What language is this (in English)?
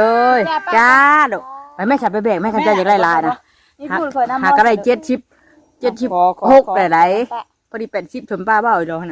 Northeastern Thai